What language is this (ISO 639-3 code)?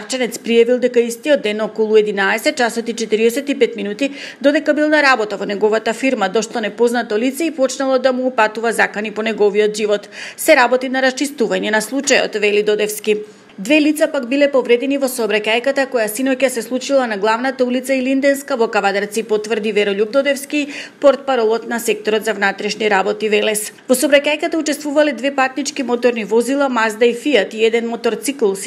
mkd